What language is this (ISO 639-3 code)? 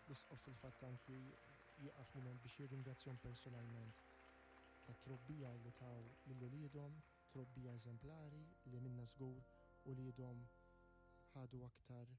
mlt